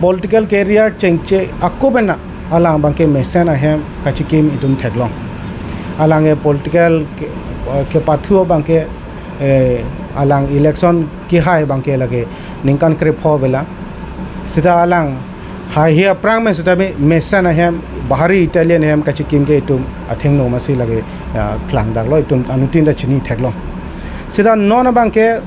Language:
Karbi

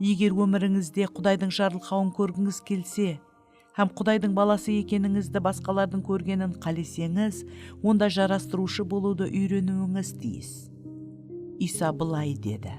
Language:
Kara-Kalpak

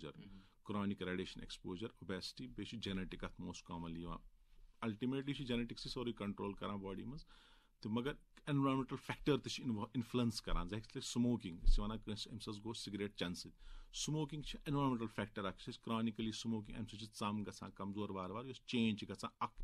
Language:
Kashmiri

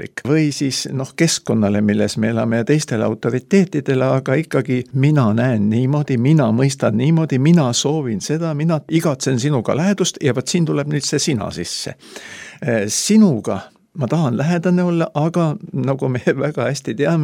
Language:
Estonian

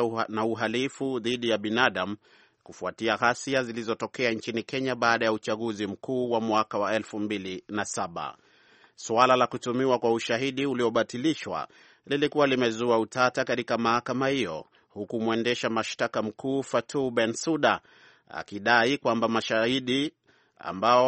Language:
Swahili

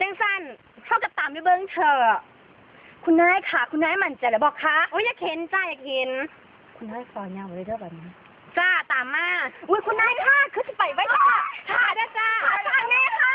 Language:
Northeastern Thai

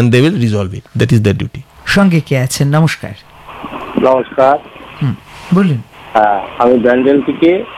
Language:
Bangla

